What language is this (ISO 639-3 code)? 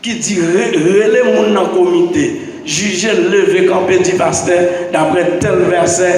hat